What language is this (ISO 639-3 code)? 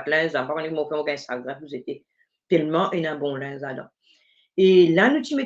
mfe